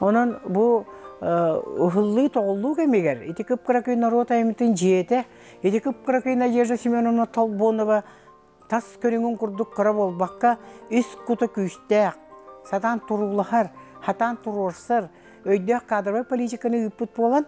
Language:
Yakut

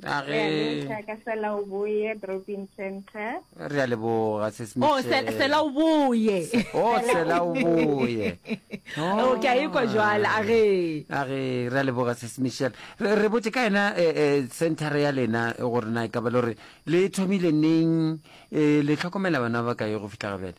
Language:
Northern Sotho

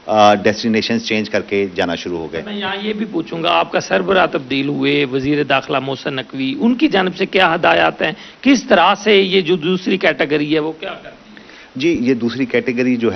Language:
Urdu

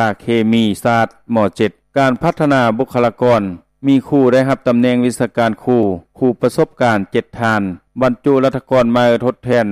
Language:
Lao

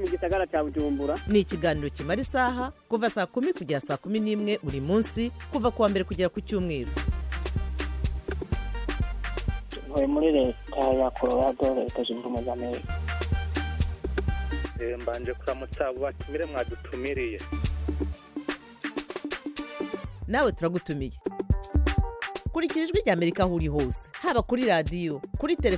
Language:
Kinyarwanda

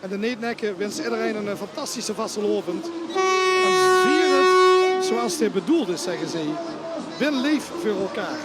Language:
Limburgish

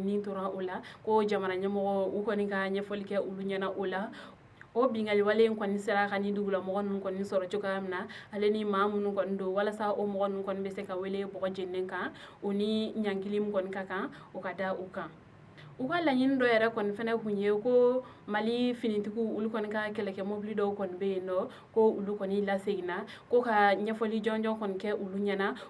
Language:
Bambara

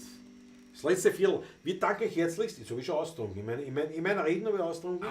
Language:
Bavarian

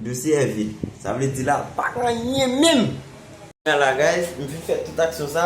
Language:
Haitian Creole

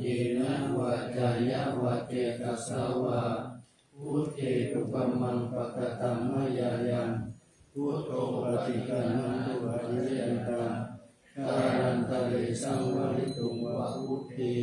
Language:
Pali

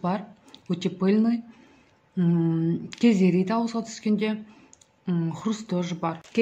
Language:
Kazakh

